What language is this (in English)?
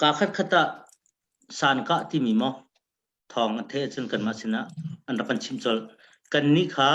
Hakha Chin